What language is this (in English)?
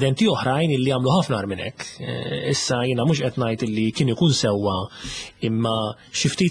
Maltese